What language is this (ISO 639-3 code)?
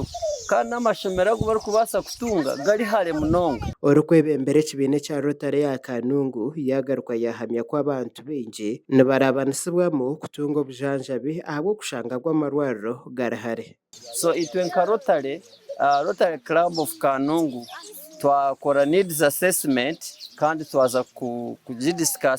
nyn